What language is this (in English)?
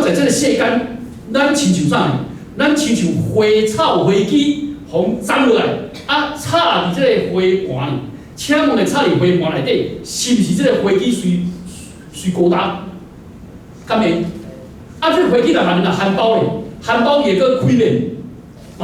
Min Nan Chinese